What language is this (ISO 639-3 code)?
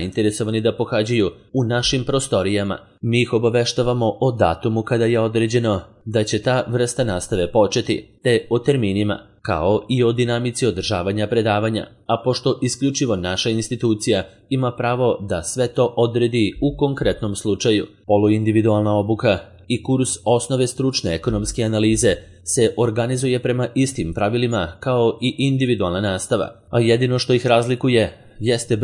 srp